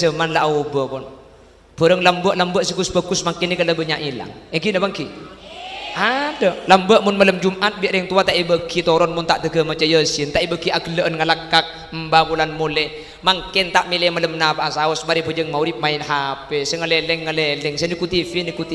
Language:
Madurese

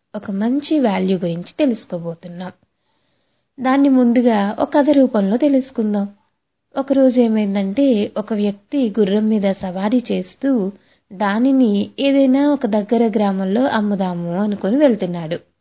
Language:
Telugu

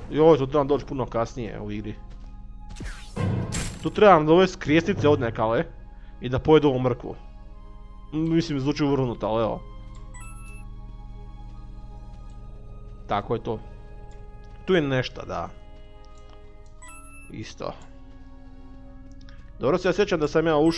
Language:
Croatian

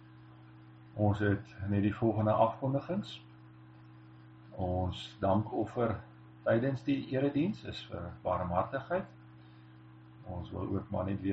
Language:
Afrikaans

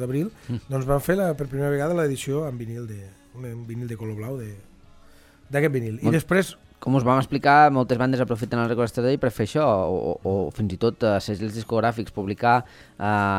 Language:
Catalan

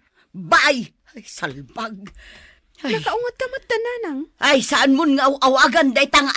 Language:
Iloko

